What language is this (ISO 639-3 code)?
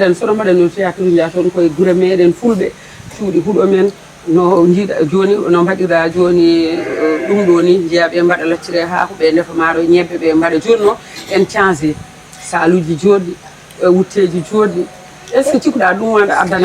ful